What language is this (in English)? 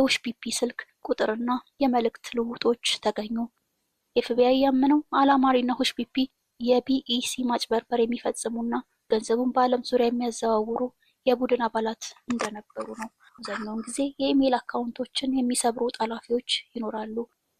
Amharic